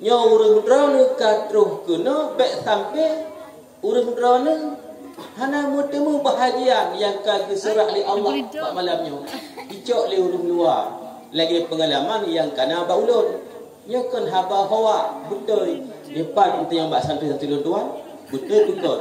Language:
Achinese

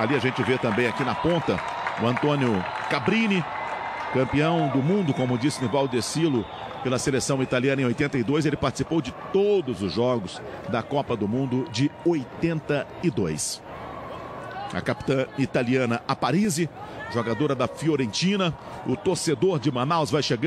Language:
Portuguese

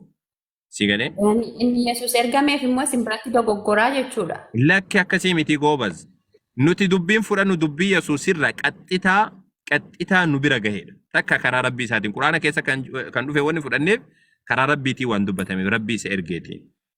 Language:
Oromo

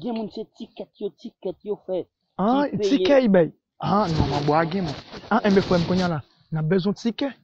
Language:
Haitian Creole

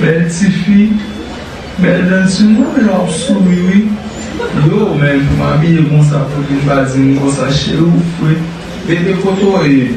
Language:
Haitian Creole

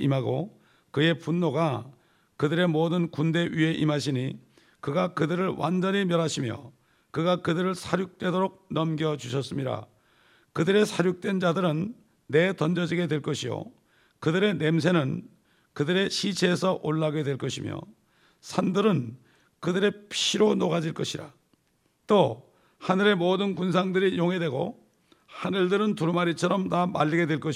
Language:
Korean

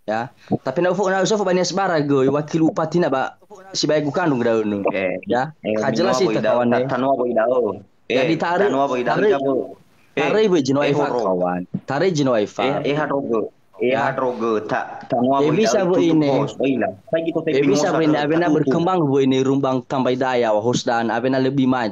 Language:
Nias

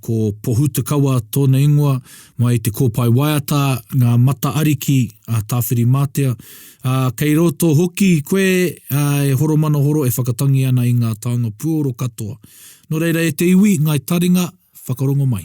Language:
Māori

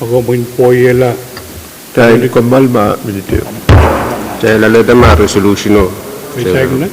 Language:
Pohnpeian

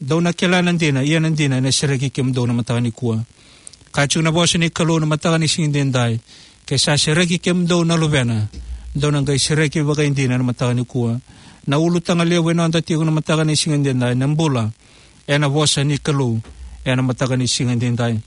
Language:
Fijian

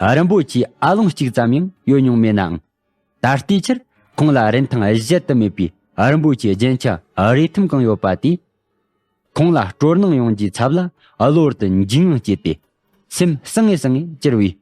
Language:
Tibetan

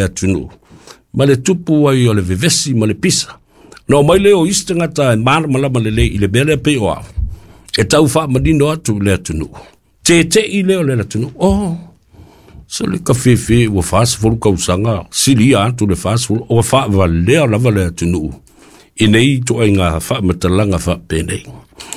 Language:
Samoan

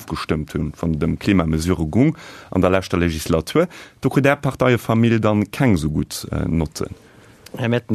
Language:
Luxembourgish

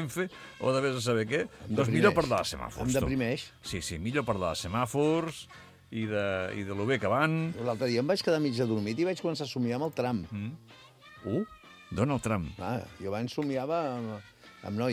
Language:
Catalan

